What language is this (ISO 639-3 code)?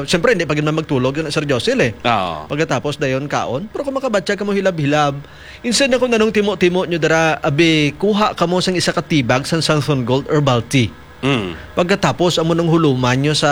hil